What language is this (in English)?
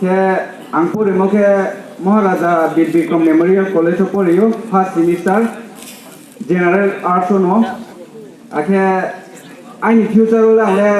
Riang (India)